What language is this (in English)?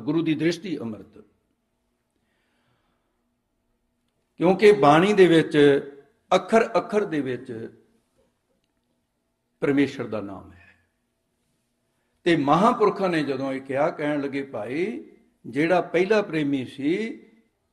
Punjabi